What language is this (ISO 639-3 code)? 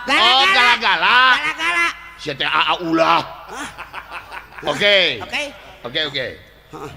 sun